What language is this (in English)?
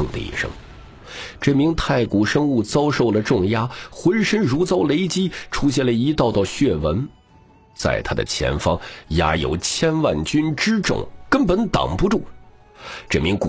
Chinese